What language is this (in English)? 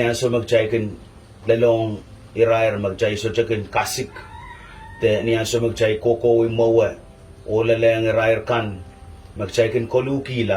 Pohnpeian